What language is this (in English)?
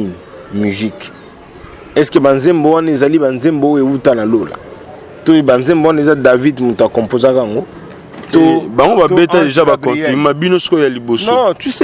Lingala